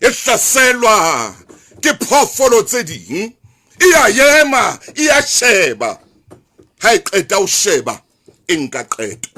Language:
Southern Sotho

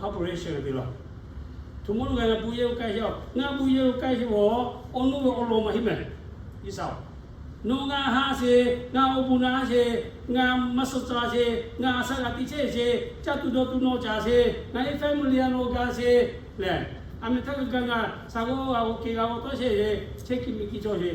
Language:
Lahu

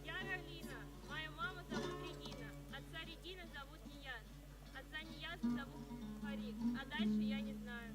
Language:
Tatar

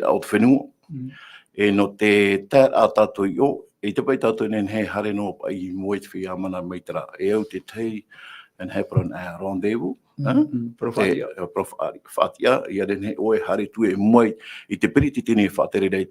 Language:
Tahitian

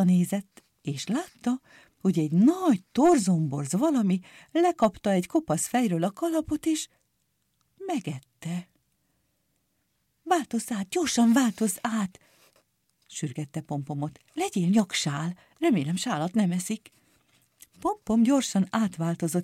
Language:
Hungarian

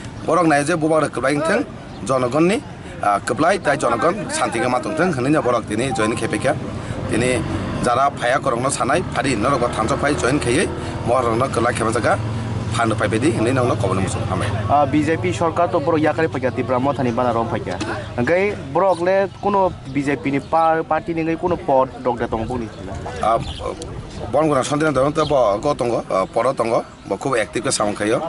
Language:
Kok Borok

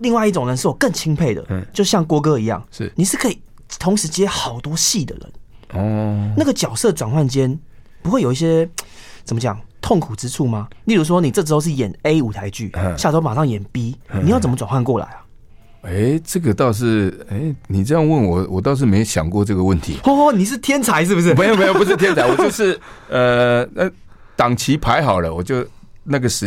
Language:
Chinese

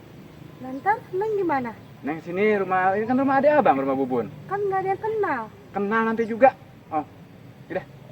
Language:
Betawi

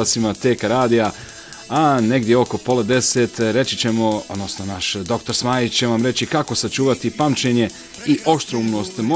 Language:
Bosnian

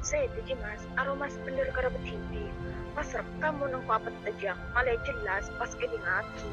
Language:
Madurese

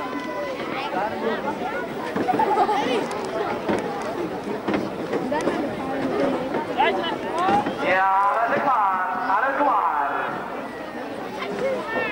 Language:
Dutch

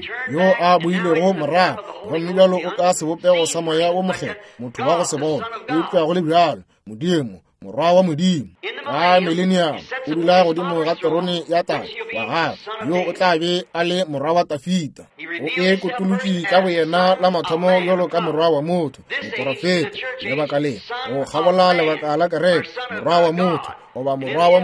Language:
Northern Sotho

